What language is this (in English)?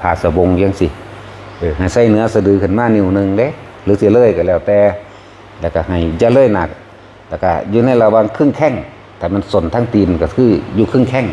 Northeastern Thai